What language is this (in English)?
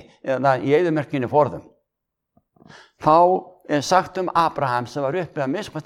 Icelandic